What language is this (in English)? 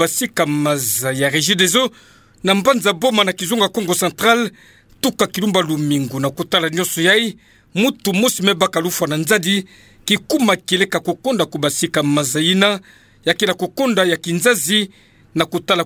Kituba (Democratic Republic of Congo)